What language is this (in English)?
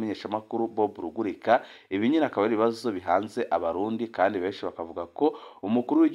Rundi